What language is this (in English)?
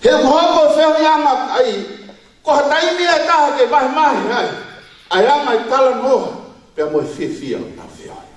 Tongan